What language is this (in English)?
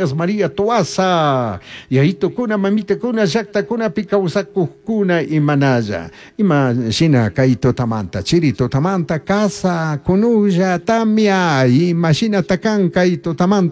Chimborazo Highland Quichua